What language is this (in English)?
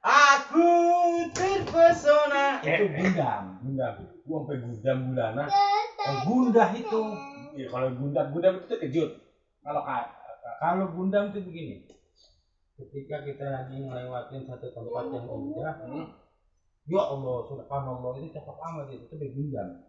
Betawi